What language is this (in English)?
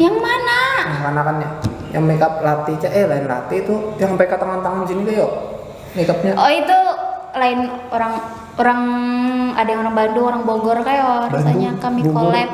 Banjar